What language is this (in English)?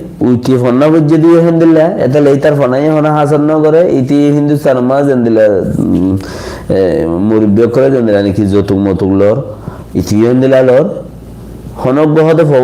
Rohingya